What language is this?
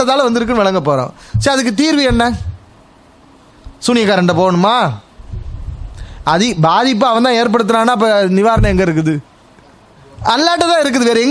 Tamil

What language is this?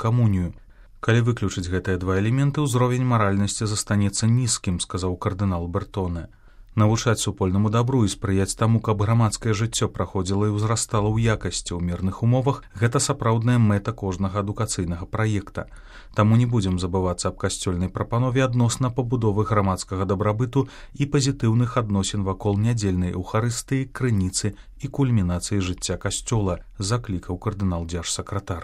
Belarusian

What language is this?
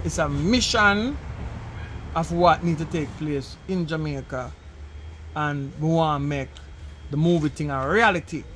Jamaican Creole English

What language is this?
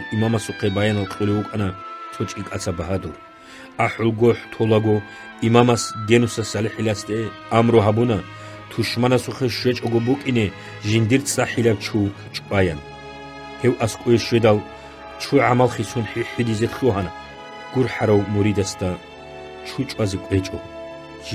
Avaric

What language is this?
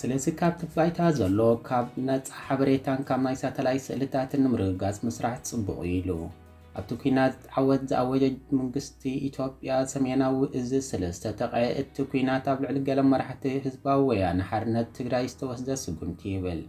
Tigrinya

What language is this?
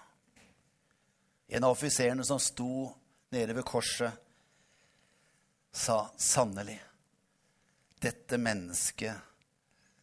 Norwegian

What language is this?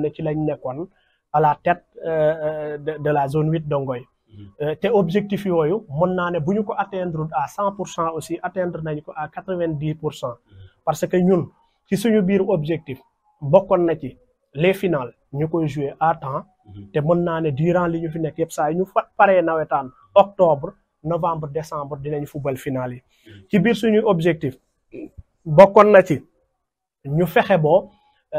Wolof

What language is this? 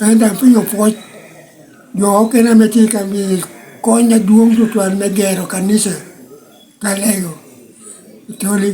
Lango (Uganda)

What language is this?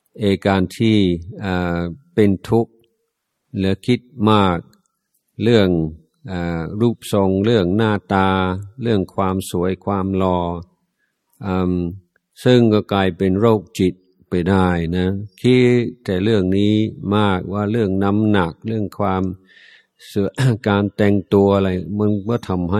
Thai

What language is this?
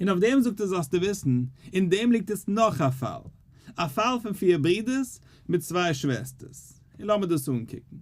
Yiddish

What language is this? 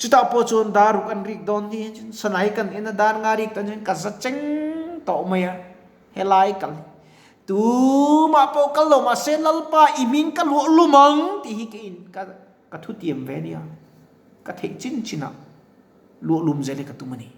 Mizo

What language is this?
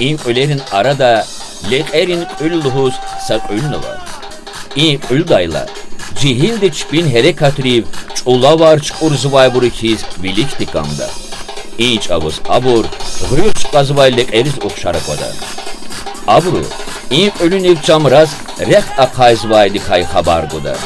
Lezghian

